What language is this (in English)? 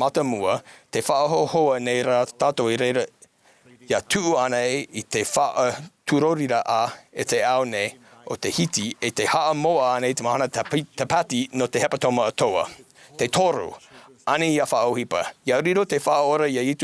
Tahitian